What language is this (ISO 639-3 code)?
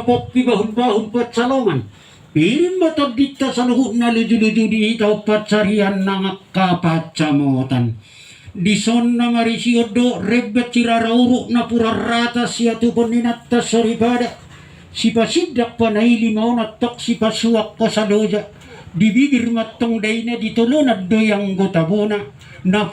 bbc